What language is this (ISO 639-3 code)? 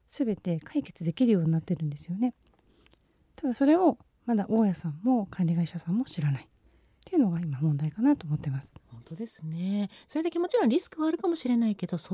jpn